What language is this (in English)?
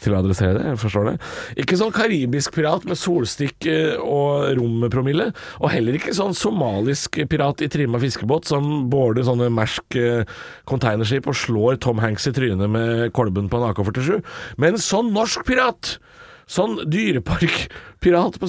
Norwegian